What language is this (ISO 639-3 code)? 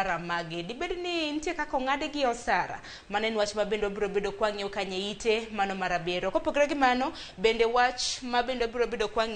luo